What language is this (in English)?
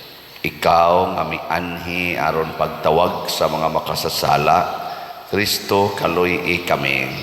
Cebuano